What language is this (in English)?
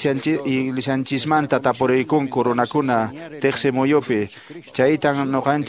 Quechua